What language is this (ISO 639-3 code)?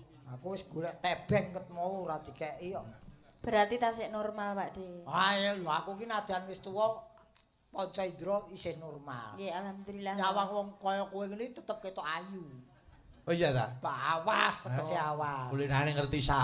jav